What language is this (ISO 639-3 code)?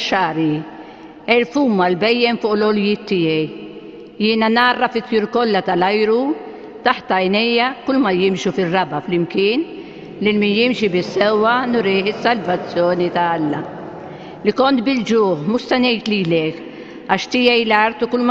mlt